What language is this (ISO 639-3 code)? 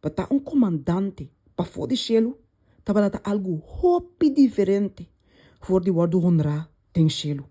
pap